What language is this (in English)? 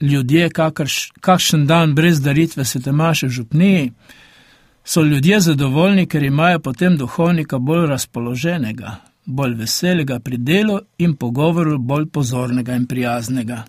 Slovenian